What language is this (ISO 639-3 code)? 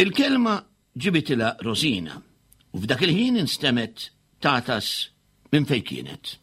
mlt